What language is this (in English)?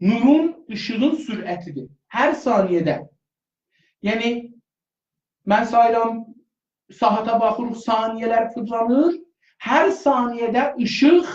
South Azerbaijani